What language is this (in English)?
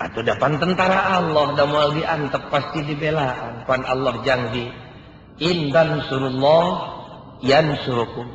Sundanese